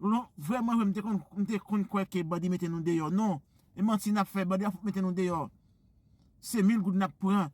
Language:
Haitian Creole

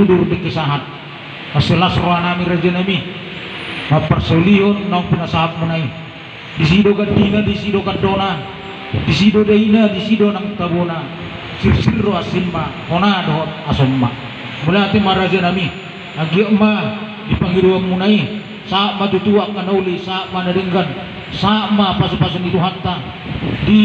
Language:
Batak Toba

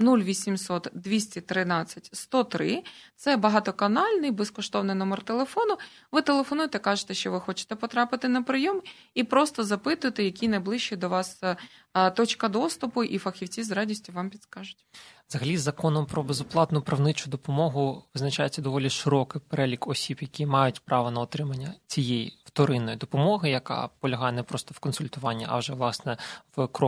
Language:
Ukrainian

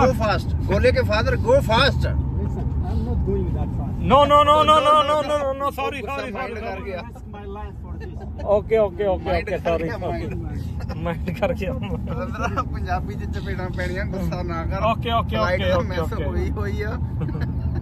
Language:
Punjabi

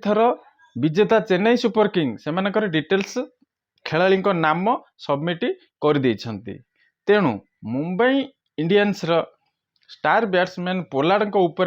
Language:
Odia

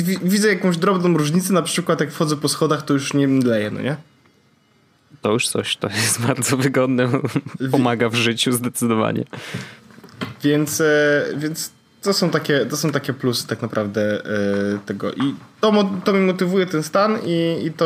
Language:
Polish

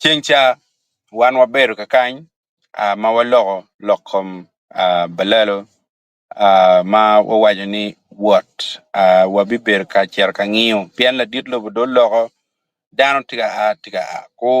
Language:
Acoli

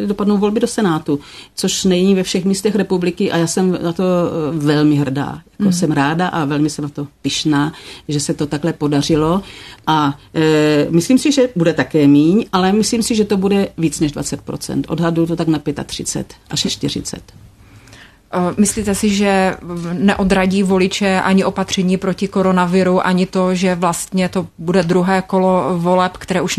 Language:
Czech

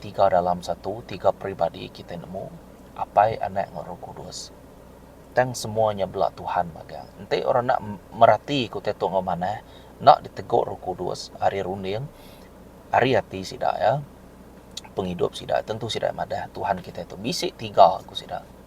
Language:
Iban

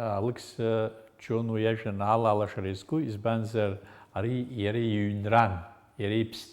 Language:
Abkhazian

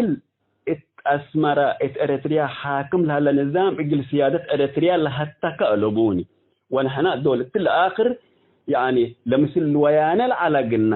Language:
Tigre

